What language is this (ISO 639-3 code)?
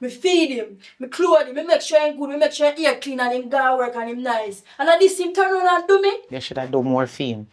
jam